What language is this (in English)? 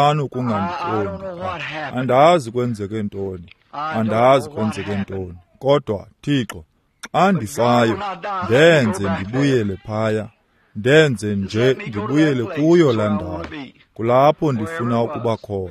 Xhosa